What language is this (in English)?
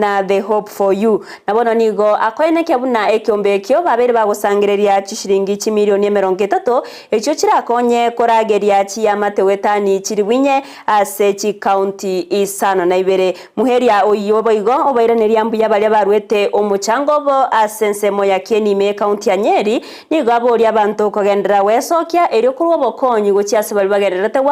Gusii